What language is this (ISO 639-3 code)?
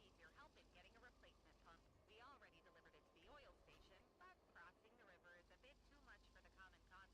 sah